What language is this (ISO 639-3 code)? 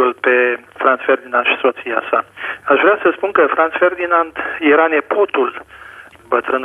ron